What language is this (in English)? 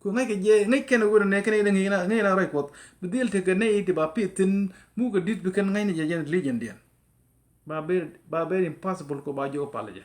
Nuer